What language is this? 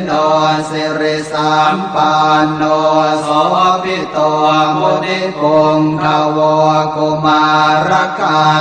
Pali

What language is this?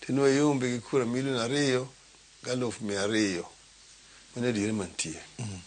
Luo (Kenya and Tanzania)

